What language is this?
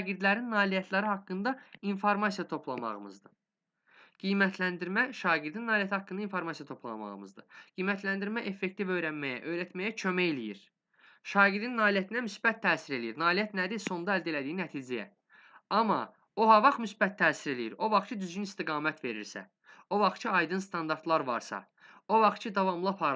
Azerbaijani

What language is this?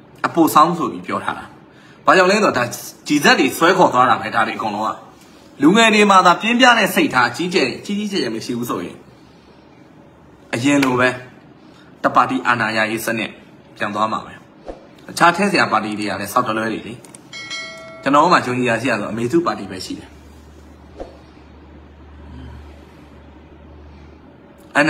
Burmese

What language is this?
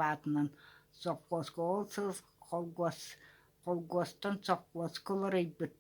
Yakut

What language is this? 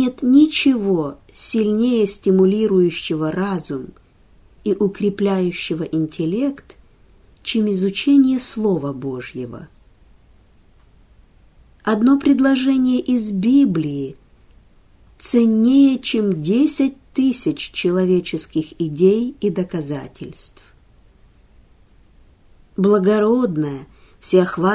Russian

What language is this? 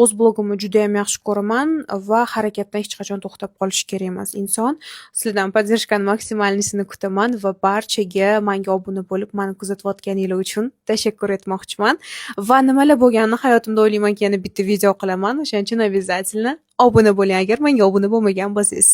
Uzbek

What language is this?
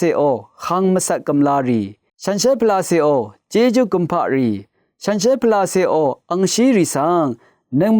Rawang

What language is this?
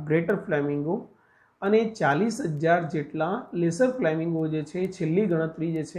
Gujarati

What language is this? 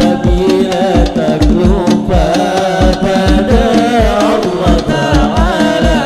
Banjar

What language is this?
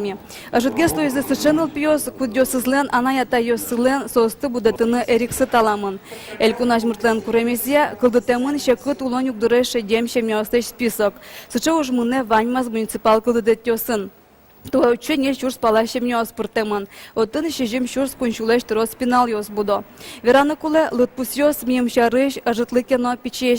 Udmurt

